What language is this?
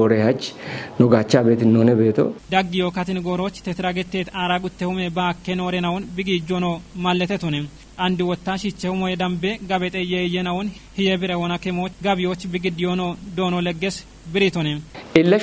Kafa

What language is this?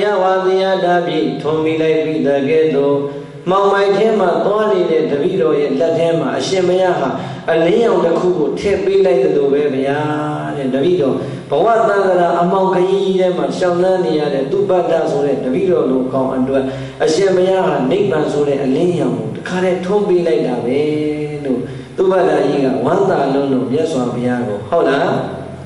Burmese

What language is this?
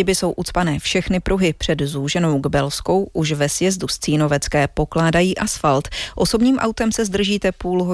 Czech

